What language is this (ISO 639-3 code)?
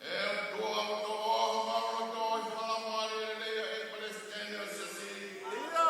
ton